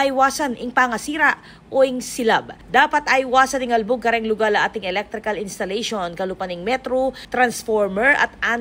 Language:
Pampanga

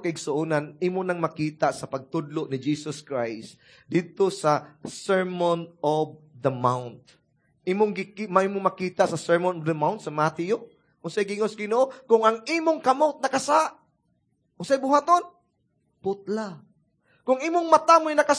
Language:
Cebuano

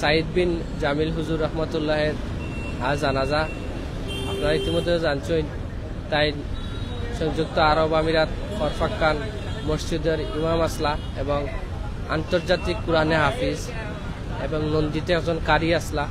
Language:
Sylheti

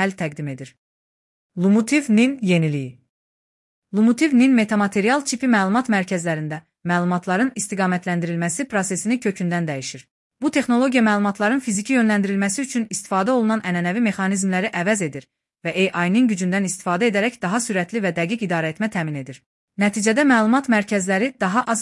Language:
Azerbaijani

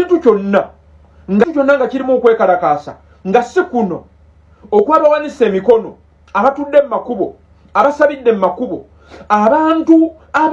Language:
Ganda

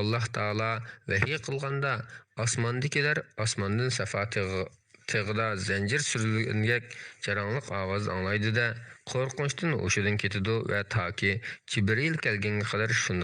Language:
Uyghur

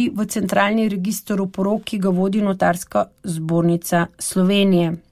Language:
Slovenian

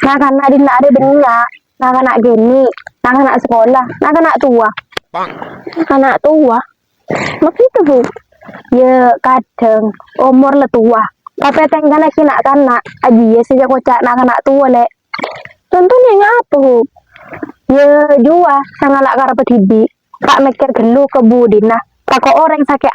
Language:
Madurese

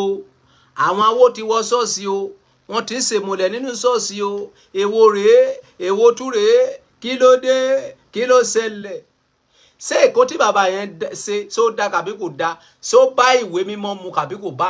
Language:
Yoruba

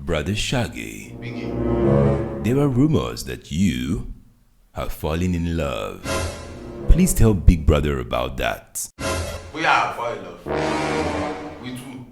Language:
Nigerian Pidgin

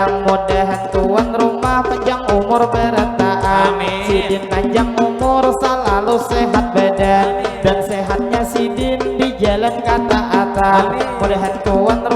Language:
Banjar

